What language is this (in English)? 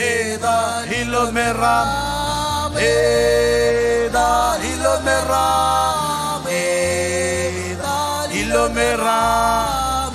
Marshallese